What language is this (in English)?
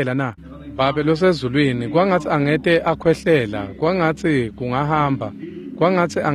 Swati